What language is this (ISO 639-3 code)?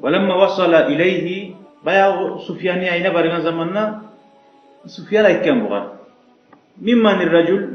kum